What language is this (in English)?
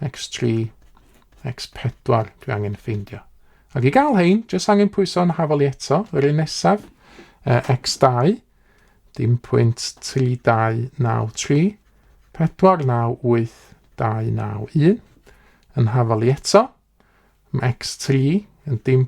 Welsh